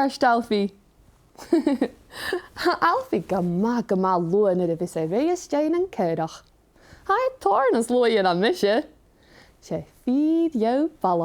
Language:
Scottish Gaelic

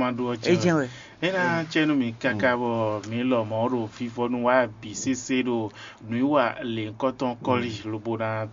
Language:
Fon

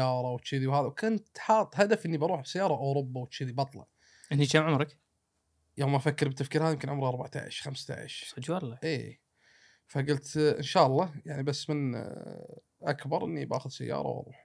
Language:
Gulf Arabic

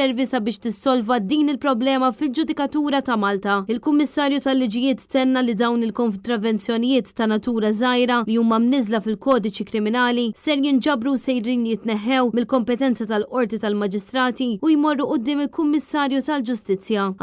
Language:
Maltese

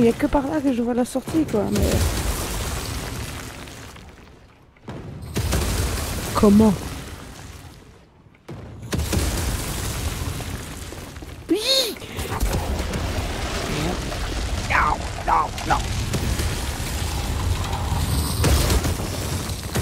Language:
French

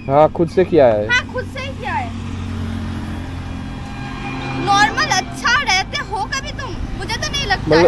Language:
Hindi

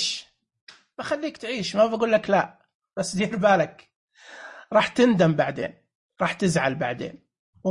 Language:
Najdi Arabic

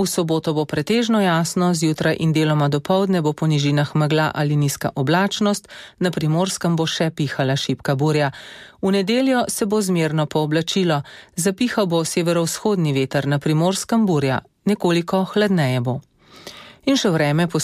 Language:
Slovenian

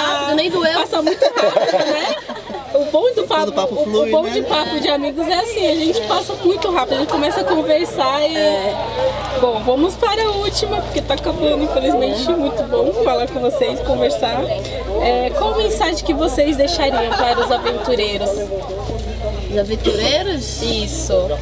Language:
Portuguese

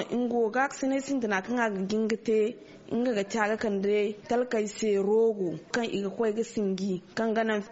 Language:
Zarma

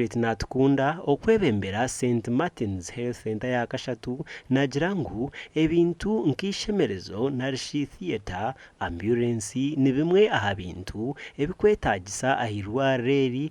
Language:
Nyankole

